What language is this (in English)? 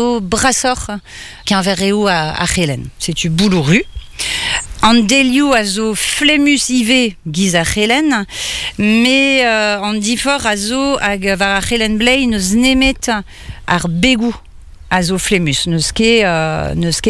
Breton